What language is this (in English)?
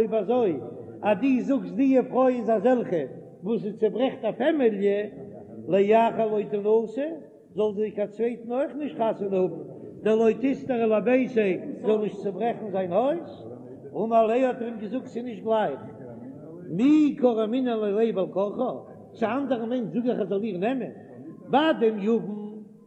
Yiddish